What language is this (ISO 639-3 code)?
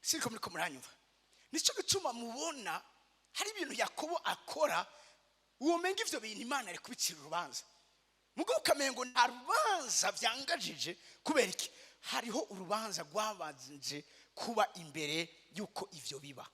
run